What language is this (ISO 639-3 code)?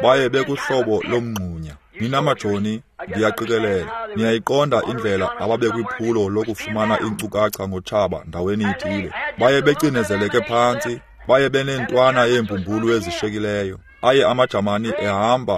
xho